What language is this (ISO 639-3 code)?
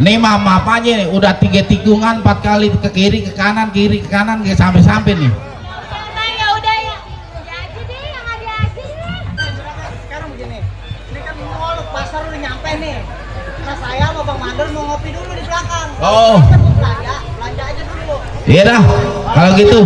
bew